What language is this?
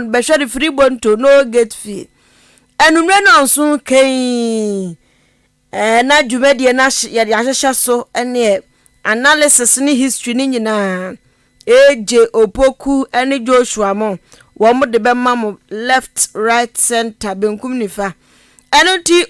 Akan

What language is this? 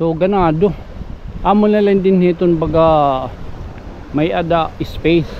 Waray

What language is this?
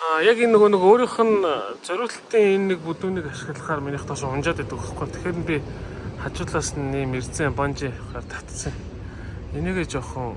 Mongolian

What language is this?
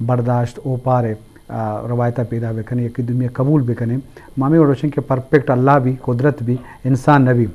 Eastern Balochi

